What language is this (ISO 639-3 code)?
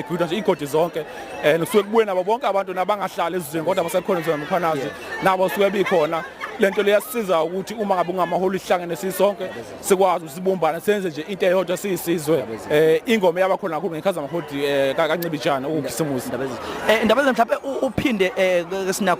zul